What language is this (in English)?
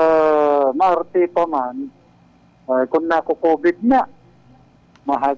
Bikol